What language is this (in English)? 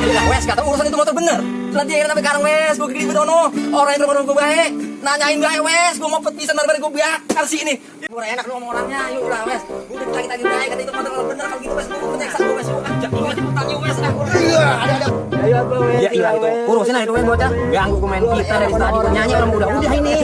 Betawi